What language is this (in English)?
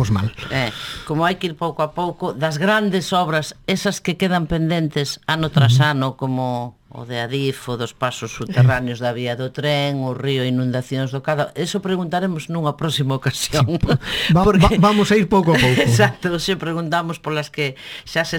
Galician